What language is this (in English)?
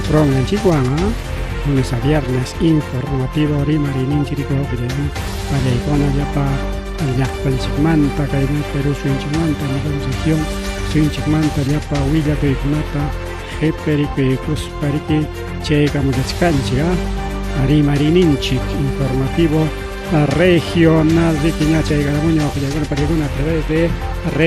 Ayacucho Quechua